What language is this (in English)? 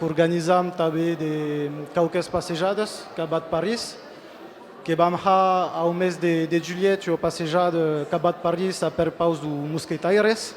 Occitan